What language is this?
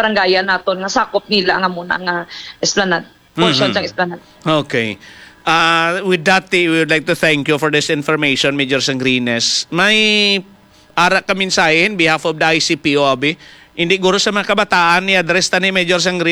Hiligaynon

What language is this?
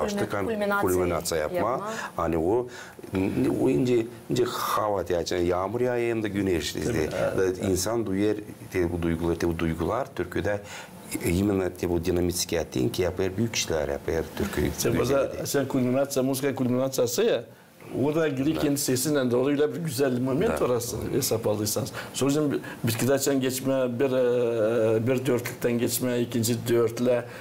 Gagauz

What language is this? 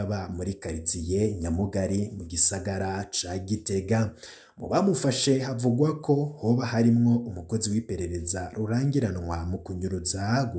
Rundi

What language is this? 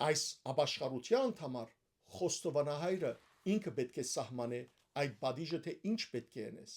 Western Armenian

